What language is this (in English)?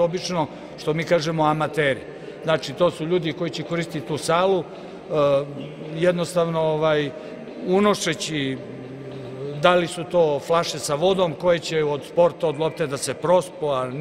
Serbian